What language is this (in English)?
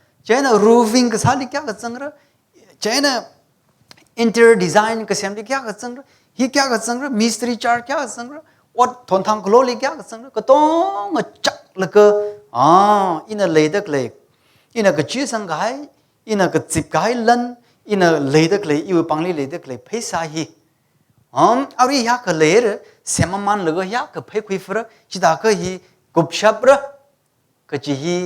Tangkhul Naga (India)